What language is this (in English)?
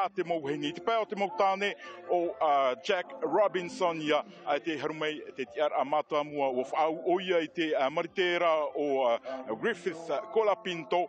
Tahitian